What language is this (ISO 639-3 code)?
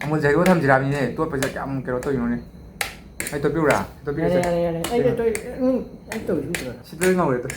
mni